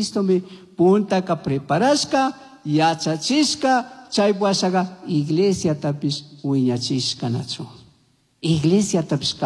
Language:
Chimborazo Highland Quichua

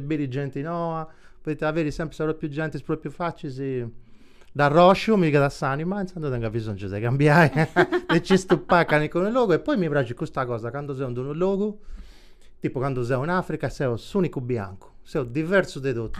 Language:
Sardinian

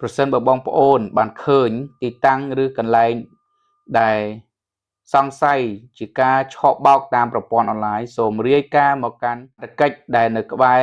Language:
Khmer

